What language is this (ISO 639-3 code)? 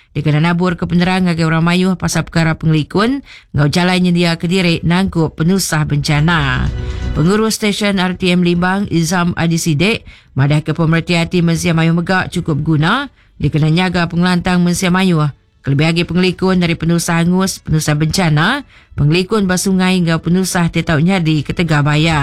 iba